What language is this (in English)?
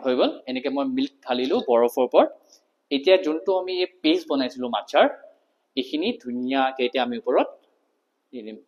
Assamese